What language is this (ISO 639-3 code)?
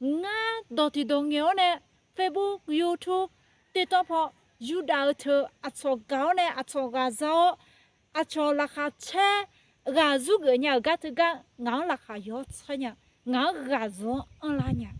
ahk